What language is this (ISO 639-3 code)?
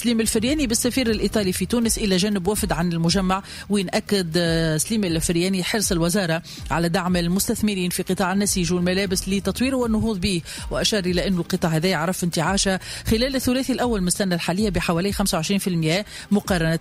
aeb